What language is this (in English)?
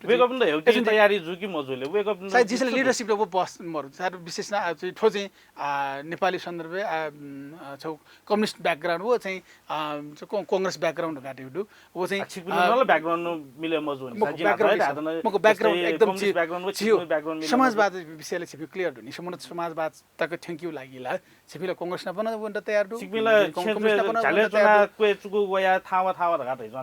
Newari